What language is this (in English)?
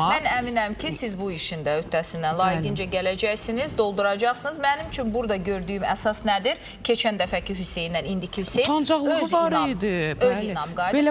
Azerbaijani